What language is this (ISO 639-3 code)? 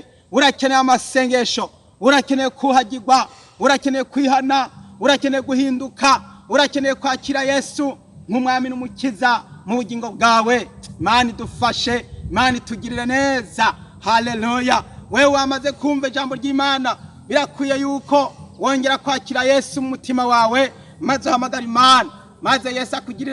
run